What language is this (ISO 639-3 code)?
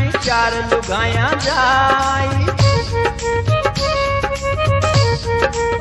bho